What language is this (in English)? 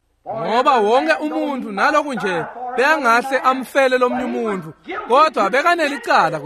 Swati